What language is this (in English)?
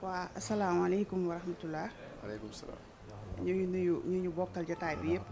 Wolof